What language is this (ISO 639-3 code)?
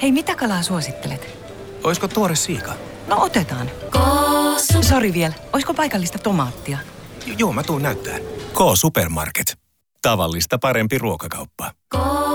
fin